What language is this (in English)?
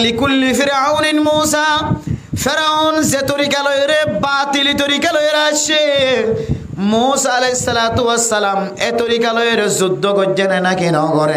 Rohingya